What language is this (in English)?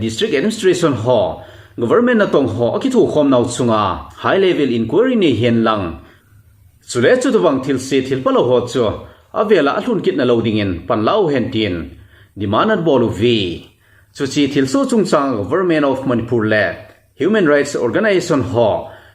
Thado Chin